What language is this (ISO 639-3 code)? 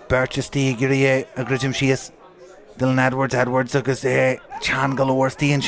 gle